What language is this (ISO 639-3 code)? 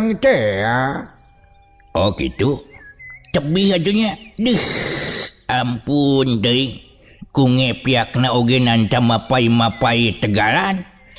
sun